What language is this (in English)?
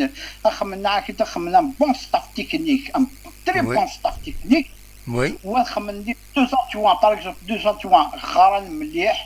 Kabyle